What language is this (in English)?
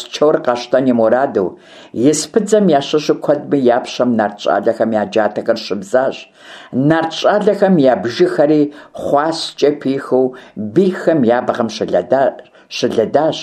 Kabardian